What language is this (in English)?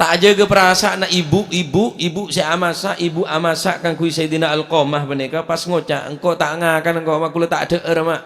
Madurese